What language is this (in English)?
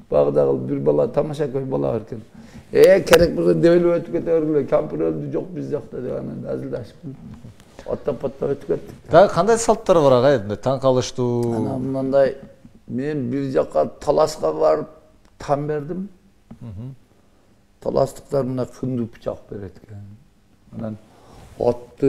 Kyrgyz